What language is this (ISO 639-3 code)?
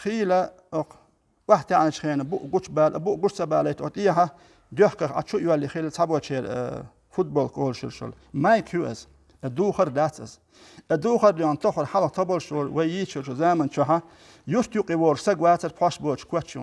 che